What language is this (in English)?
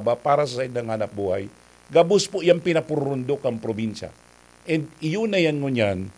Bikol